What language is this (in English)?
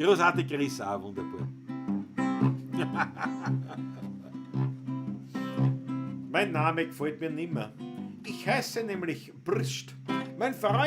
Bavarian